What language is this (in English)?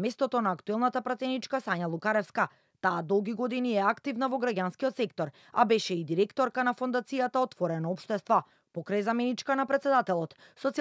Macedonian